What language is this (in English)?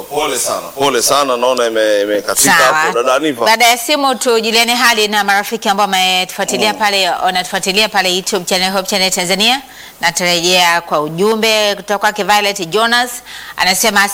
Swahili